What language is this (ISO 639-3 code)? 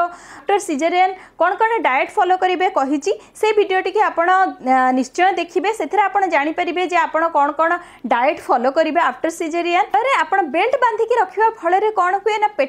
ori